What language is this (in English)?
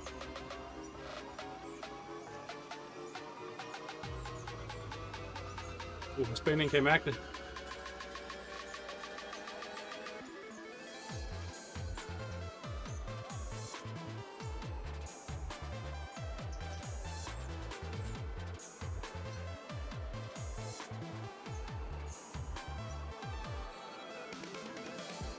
Danish